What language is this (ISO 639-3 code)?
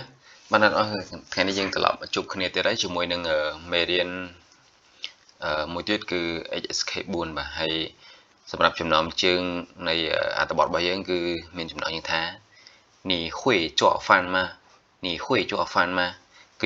khm